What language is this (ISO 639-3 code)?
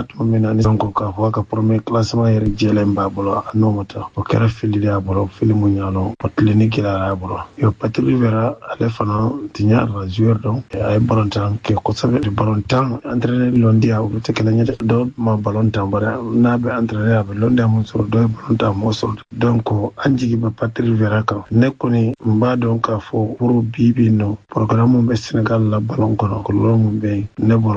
bam